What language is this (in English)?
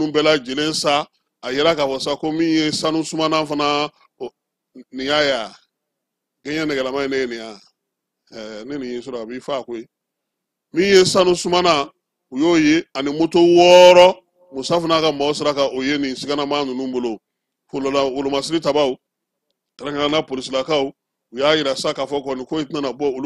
Bambara